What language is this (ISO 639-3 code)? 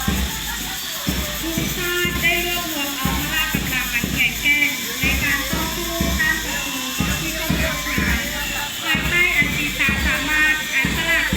lao